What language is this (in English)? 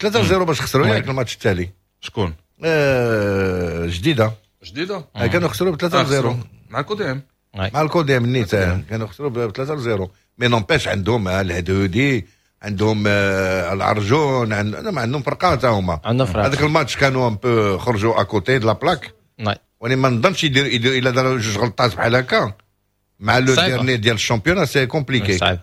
Moroccan Arabic